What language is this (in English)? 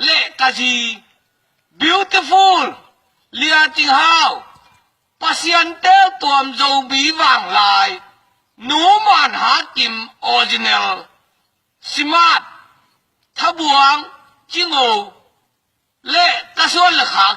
Tedim Chin